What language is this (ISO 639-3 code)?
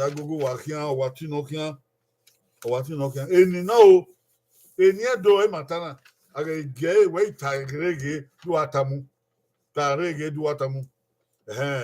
bin